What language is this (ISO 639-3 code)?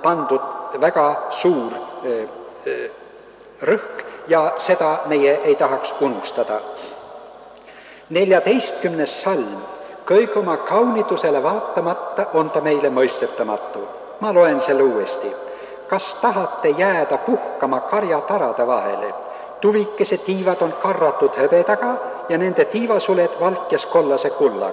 est